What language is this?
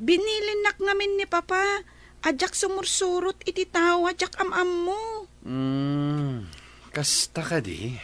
Iloko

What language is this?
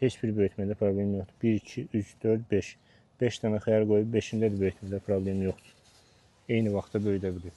Azerbaijani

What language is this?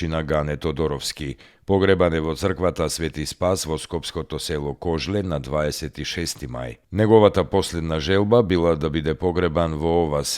Macedonian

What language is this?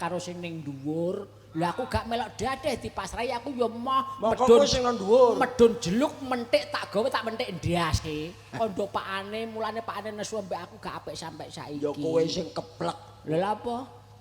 Javanese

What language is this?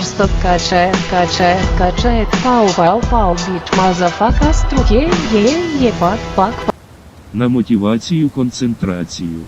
Rusyn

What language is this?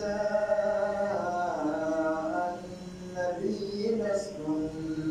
Fula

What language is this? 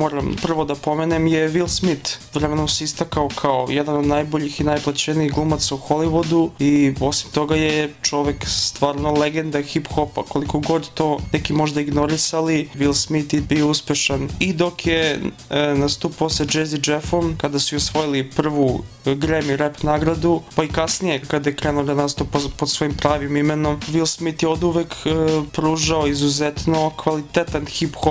Serbian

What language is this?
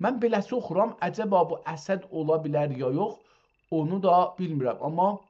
South Azerbaijani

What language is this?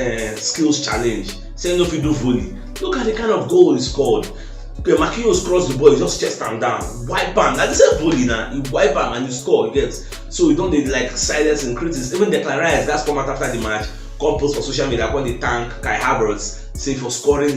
Nigerian Pidgin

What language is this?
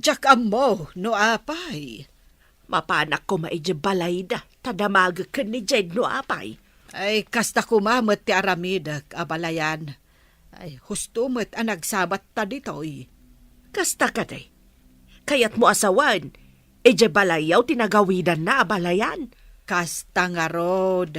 Iloko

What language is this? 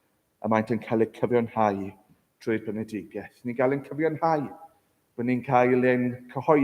Welsh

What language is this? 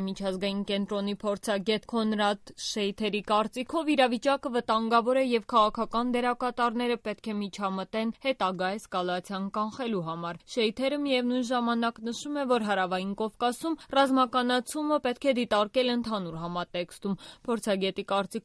Armenian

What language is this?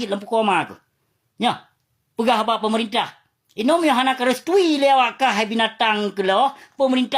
Achinese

